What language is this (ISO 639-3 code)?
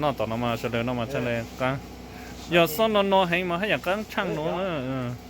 hmn